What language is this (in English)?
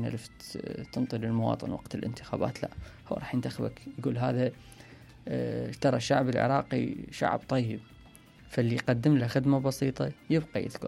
Mesopotamian Arabic